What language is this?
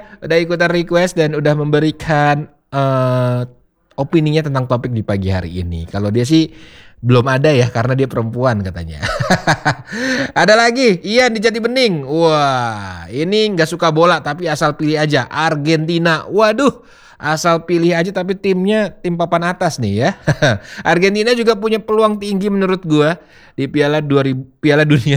Indonesian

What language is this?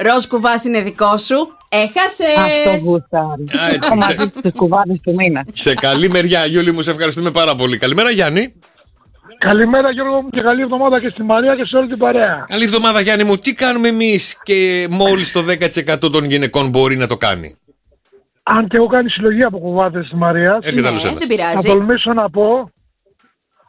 Greek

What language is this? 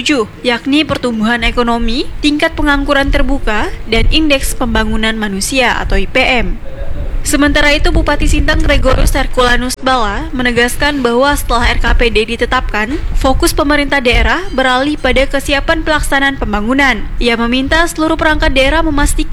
Indonesian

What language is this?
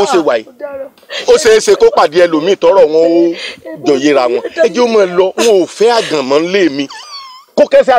Yoruba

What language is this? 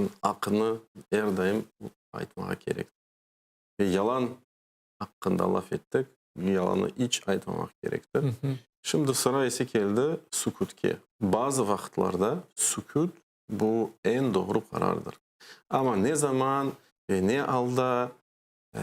Crimean Tatar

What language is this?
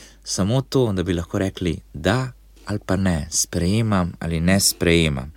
Slovenian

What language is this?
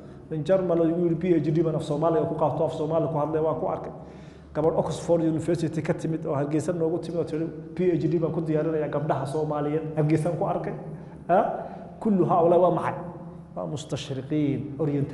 Somali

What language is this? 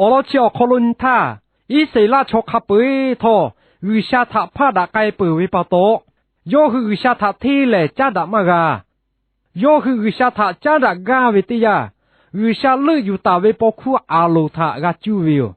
Lahu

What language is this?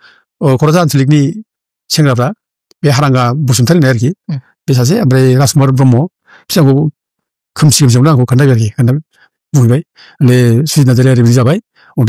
Bodo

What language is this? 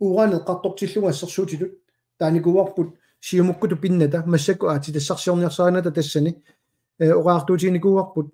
Kalaallisut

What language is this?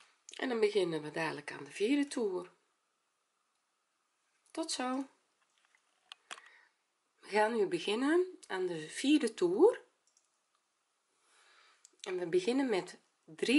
Dutch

